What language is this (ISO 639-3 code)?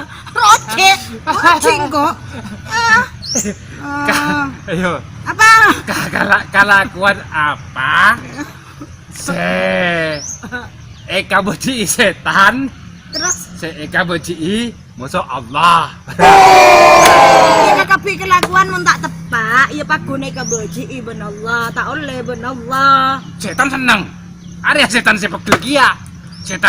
mad